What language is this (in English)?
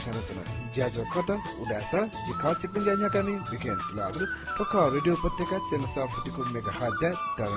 Newari